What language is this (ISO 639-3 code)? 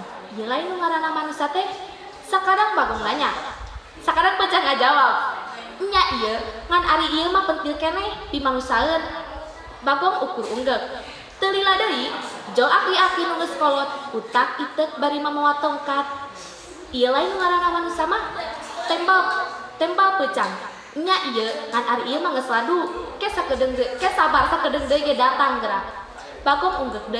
sun